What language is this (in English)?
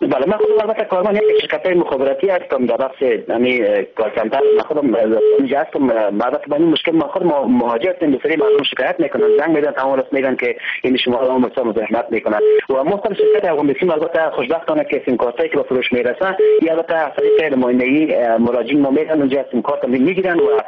Persian